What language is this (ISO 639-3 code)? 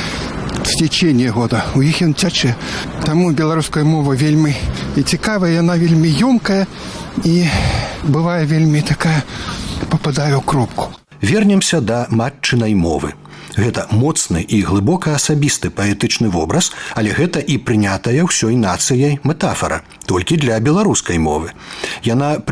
bel